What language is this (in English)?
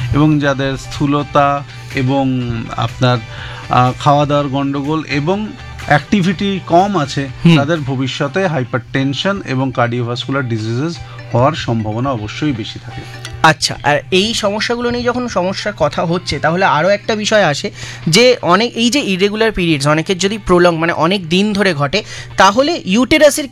Bangla